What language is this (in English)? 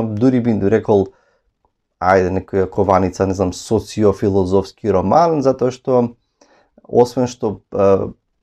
Macedonian